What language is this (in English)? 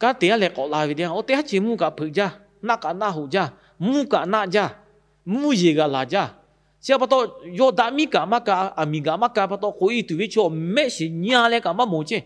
Lahu